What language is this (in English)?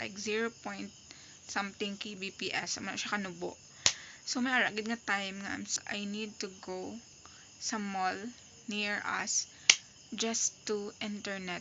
Hiligaynon